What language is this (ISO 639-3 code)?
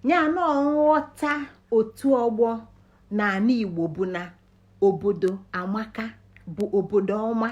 ibo